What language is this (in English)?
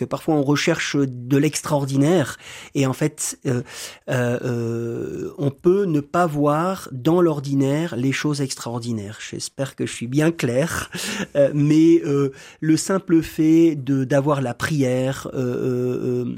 French